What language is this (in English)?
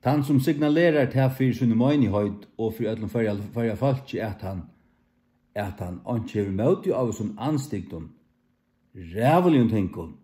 Faroese